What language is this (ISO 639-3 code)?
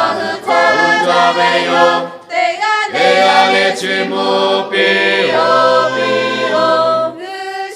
lhu